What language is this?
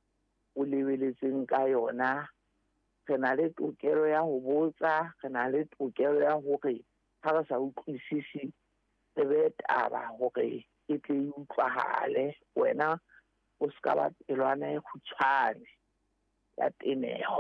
Southern Sotho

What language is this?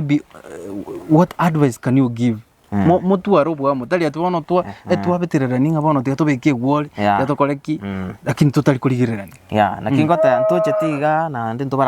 Gusii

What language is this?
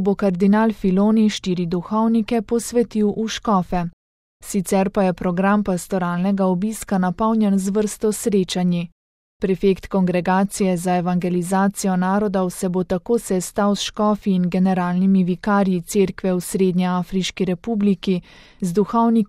Slovenian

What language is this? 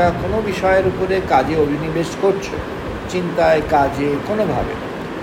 Bangla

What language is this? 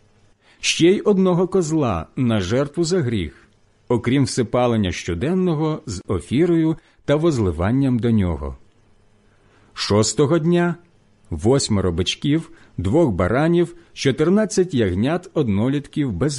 Ukrainian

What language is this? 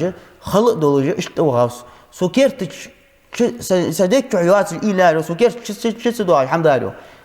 Ingush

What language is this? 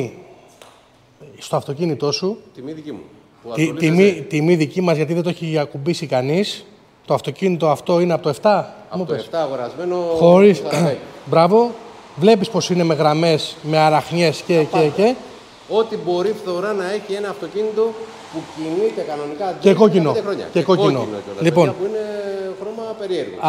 Greek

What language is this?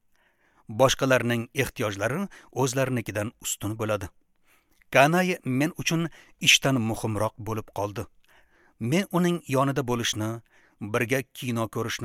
Uzbek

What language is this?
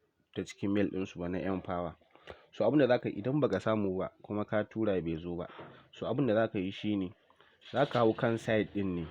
Hausa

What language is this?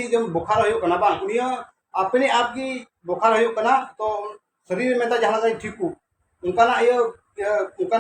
Santali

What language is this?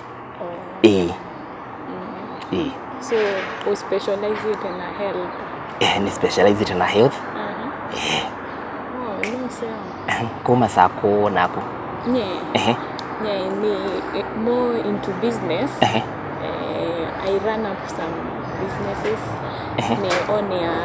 Kamba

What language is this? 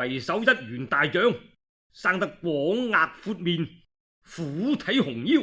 Cantonese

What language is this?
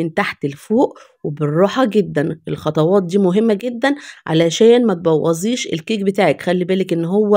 Egyptian Arabic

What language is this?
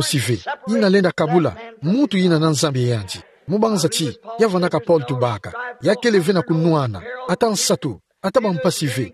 Kituba (Democratic Republic of Congo)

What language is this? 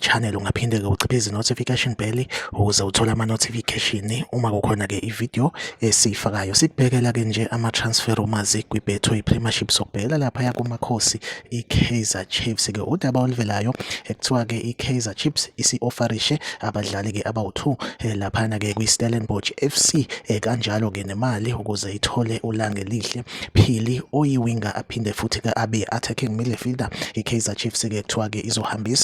Zulu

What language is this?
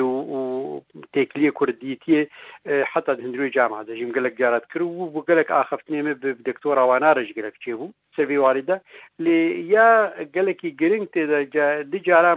Kurdish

